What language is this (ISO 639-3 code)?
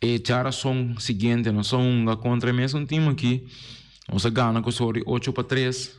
pap